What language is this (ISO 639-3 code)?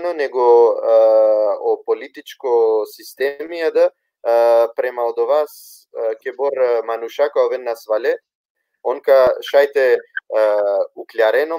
rmn